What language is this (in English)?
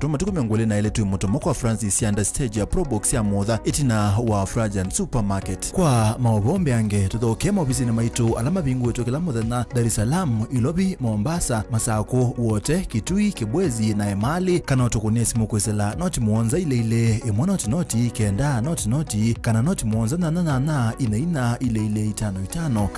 Kamba